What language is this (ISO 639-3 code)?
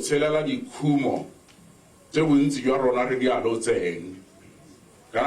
tsn